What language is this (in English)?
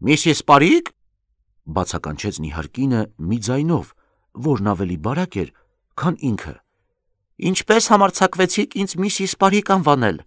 Armenian